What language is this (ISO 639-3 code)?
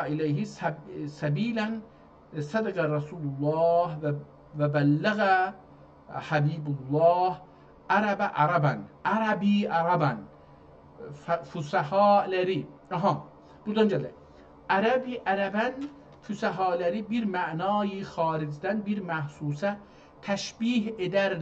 azb